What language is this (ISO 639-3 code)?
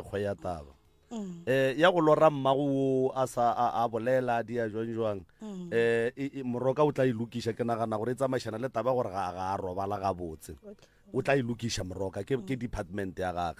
nso